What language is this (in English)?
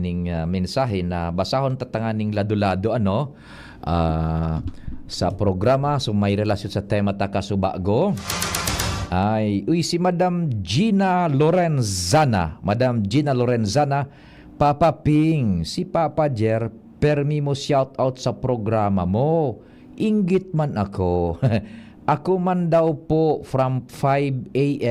Bikol